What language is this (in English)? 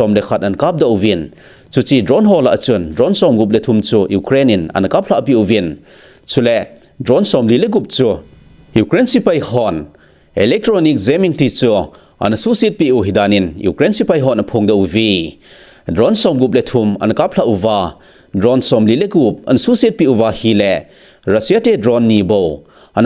Thado Chin